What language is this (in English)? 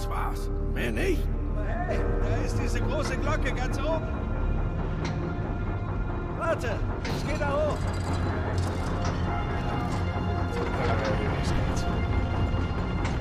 German